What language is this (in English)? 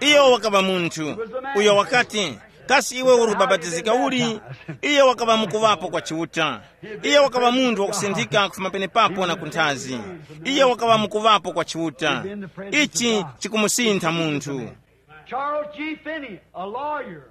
Tumbuka